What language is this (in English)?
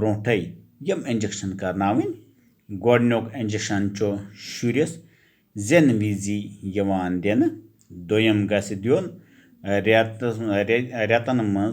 Kashmiri